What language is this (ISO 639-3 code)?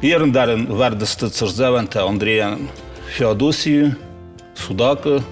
oss